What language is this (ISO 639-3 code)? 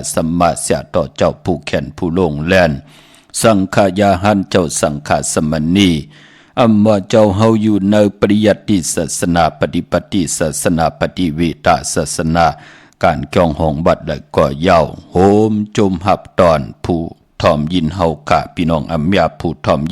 shn